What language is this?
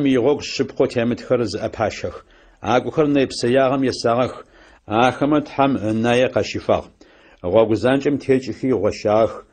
Adyghe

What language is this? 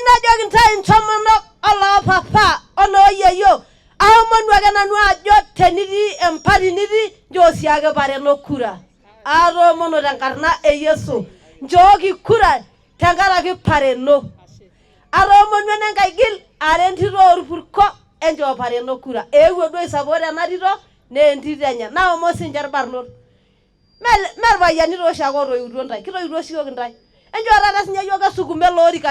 Masai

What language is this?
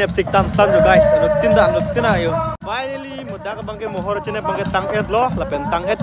Karbi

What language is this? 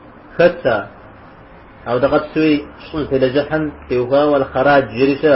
Kabardian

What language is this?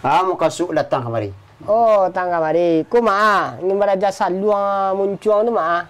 Minangkabau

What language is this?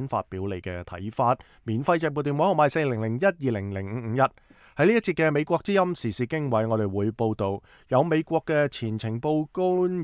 Cantonese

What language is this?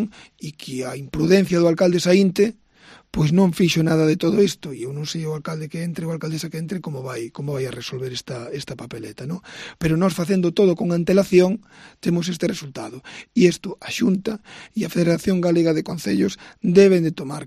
Galician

